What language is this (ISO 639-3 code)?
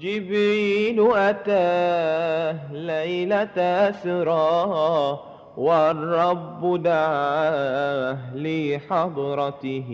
mad